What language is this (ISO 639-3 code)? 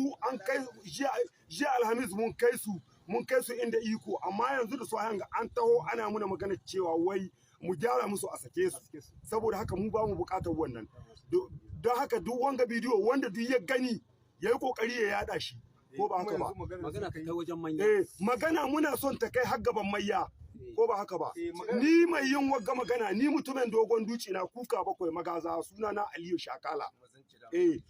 hau